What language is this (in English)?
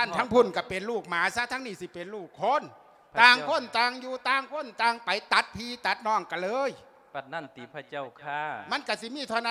Lao